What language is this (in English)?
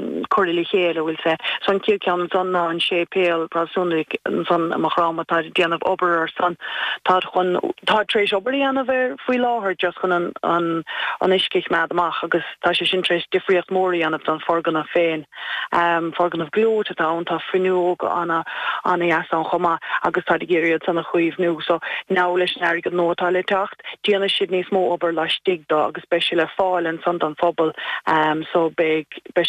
Irish